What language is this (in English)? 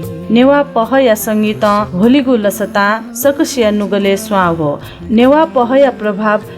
Newari